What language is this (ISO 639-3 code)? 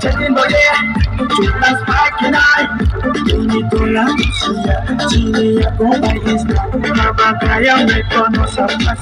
trp